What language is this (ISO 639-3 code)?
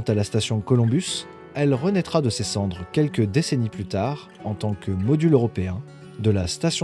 fra